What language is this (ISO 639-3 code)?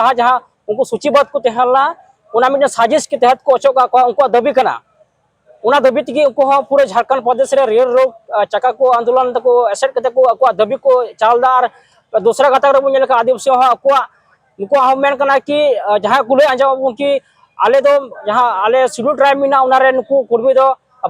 sat